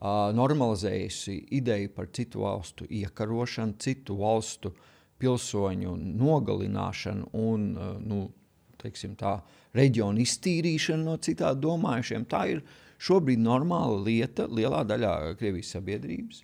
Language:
Latvian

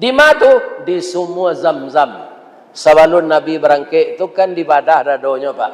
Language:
Minangkabau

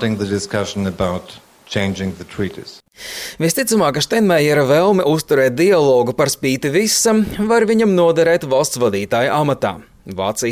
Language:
Latvian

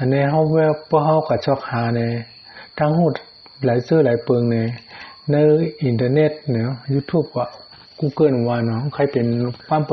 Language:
Shan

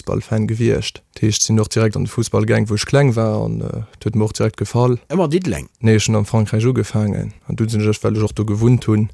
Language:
Luxembourgish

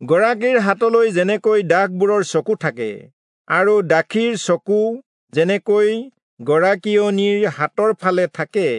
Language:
Assamese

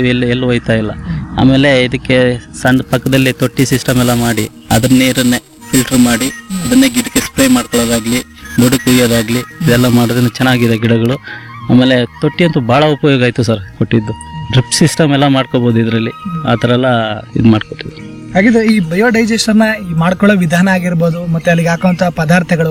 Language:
Kannada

